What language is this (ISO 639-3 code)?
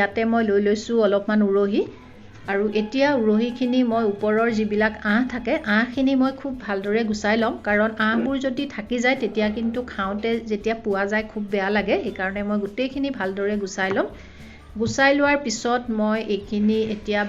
asm